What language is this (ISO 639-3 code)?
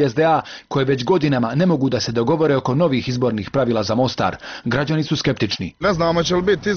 bos